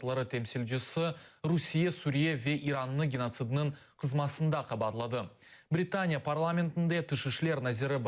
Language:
Crimean Tatar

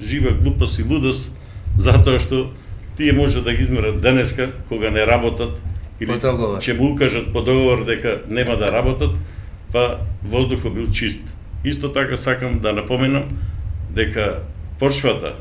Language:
Macedonian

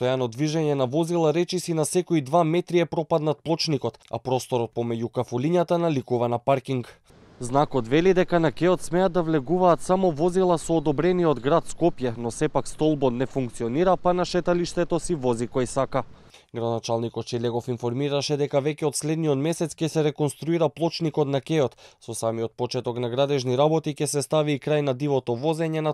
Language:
Macedonian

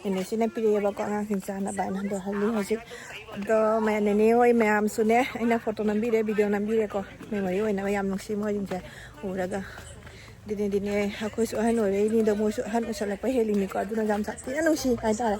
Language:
Manipuri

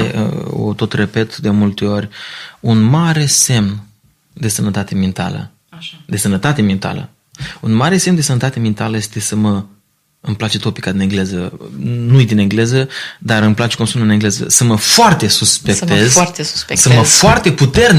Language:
Romanian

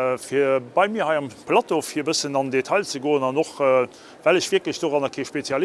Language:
Luxembourgish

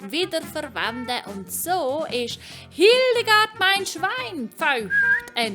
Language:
Swiss German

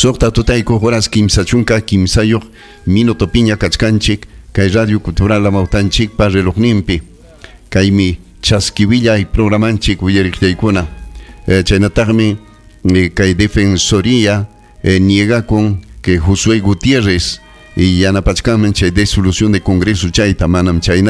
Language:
Ayacucho Quechua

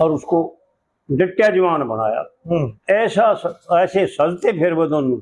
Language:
Haryanvi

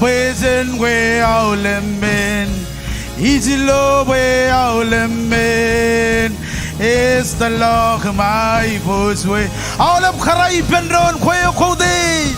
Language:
Marshallese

